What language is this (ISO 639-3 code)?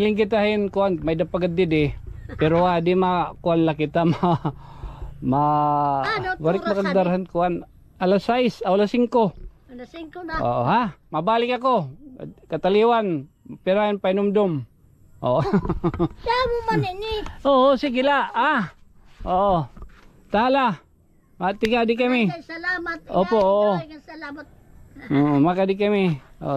war